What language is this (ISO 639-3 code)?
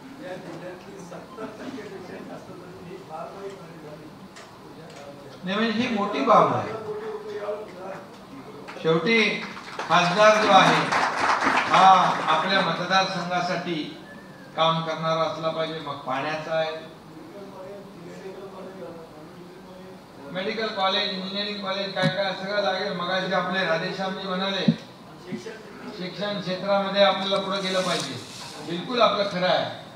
mar